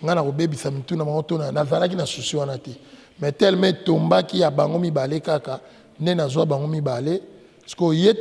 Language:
Lingala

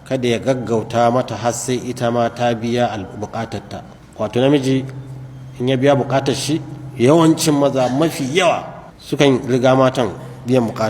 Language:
Hausa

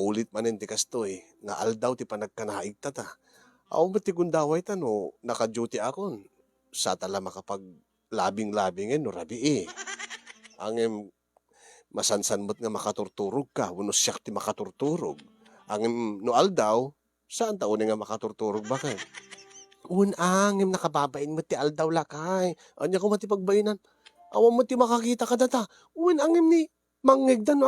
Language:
Iloko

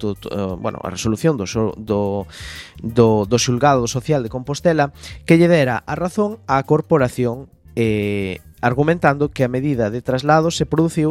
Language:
Galician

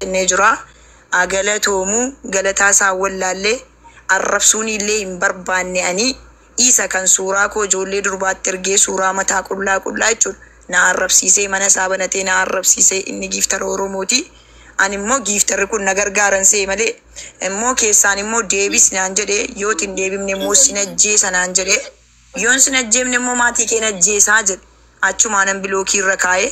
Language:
Oromo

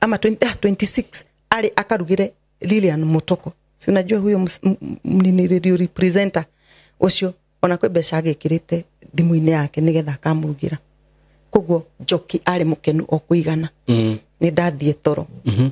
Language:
Kikuyu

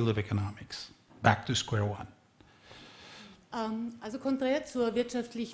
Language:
German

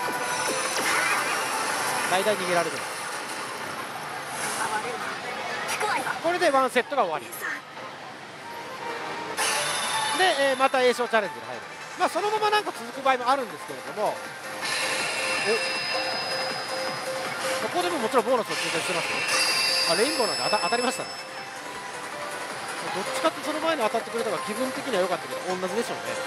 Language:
Japanese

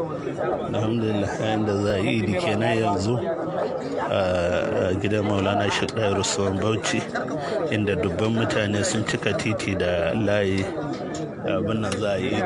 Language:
Hausa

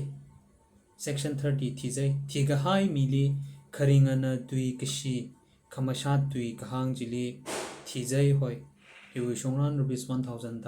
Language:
Tangkhul Naga (India)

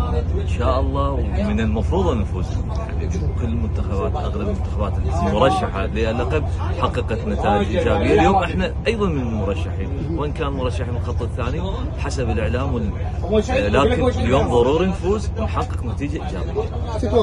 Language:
Mesopotamian Arabic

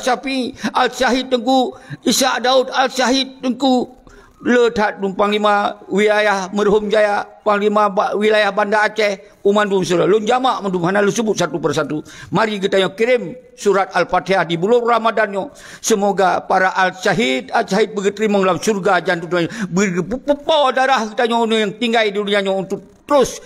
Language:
Achinese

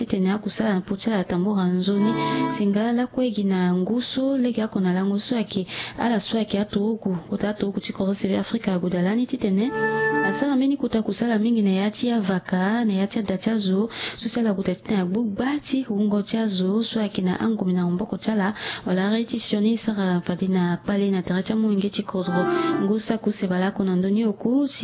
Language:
Sango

